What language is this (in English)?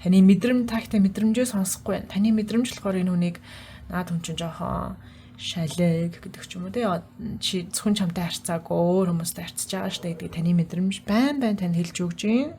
Mongolian